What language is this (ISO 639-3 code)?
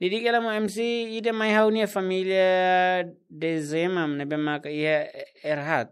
tet